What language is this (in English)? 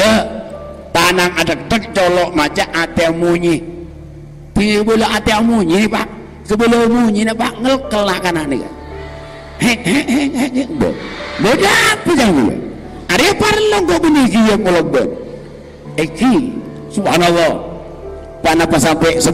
Madurese